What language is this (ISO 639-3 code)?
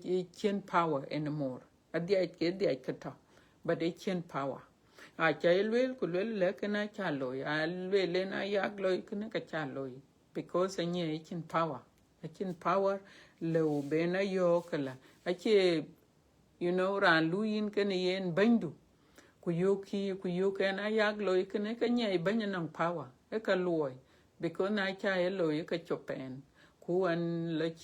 din